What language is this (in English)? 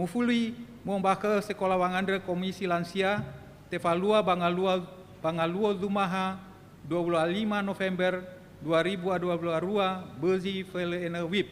Nias